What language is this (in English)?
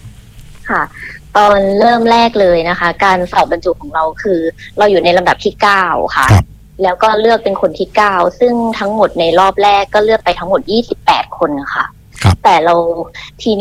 Thai